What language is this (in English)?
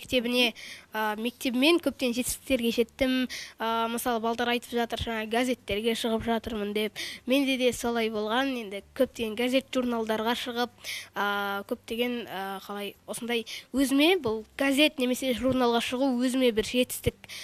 Kazakh